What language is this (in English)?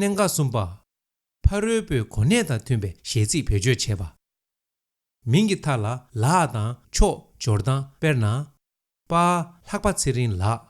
Tibetan